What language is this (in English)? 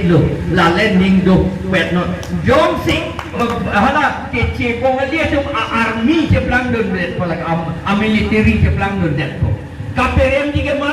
Karbi